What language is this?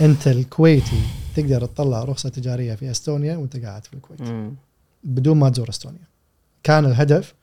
Gulf Arabic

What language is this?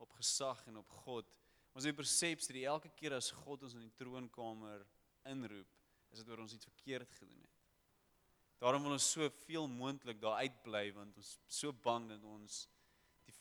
Afrikaans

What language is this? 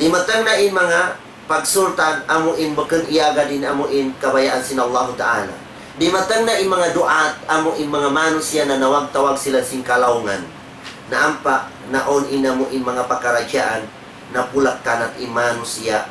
Tausug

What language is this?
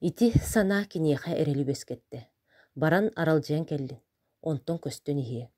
Yakut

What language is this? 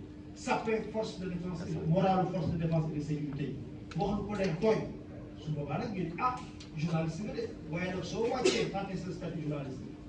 Wolof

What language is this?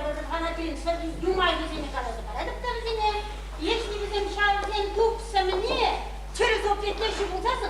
Chuvash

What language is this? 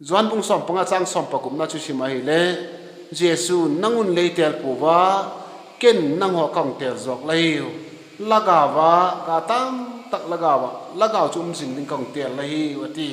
Vaiphei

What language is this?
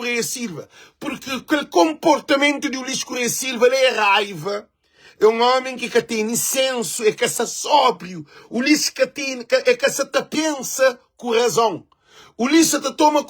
Kabuverdianu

